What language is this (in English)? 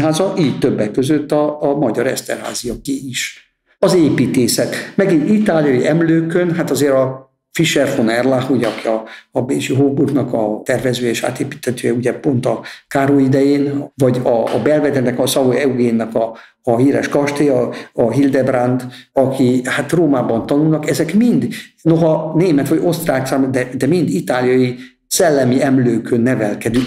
Hungarian